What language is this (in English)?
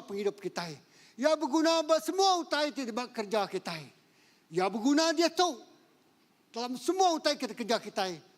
Iban